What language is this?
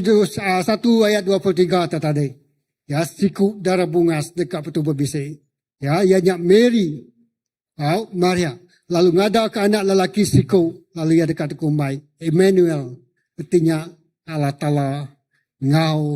Iban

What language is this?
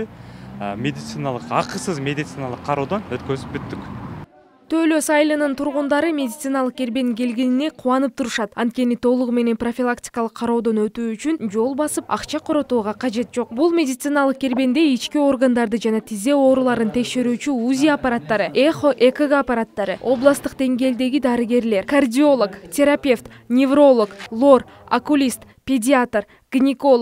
Kyrgyz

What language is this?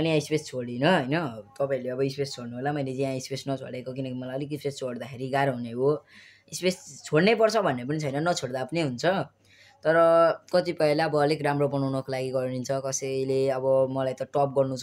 Nepali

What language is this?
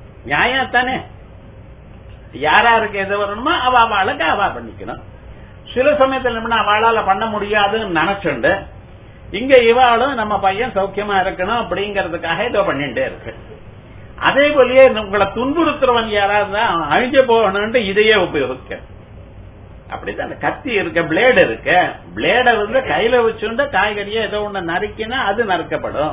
Tamil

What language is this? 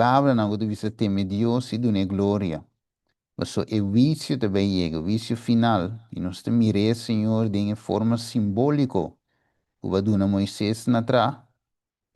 Papiamento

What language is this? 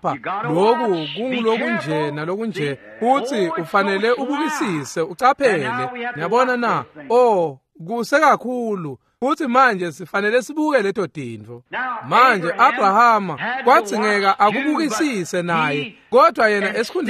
Swati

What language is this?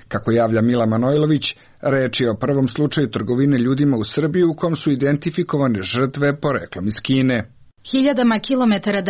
Serbian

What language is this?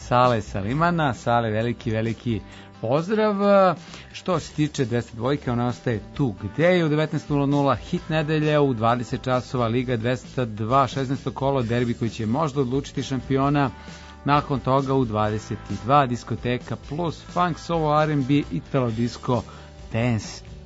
Serbian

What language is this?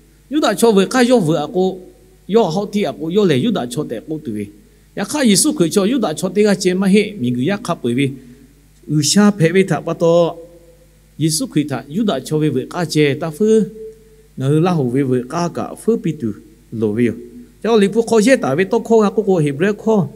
Lahu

